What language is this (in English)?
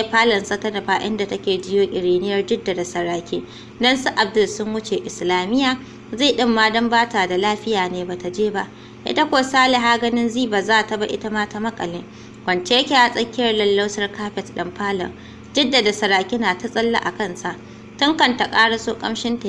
Hausa